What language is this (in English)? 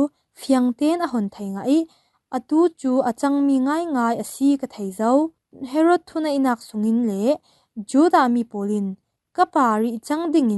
Falam Chin